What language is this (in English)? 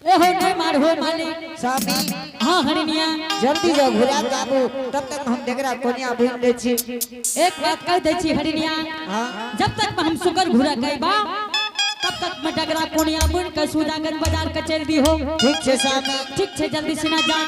Angika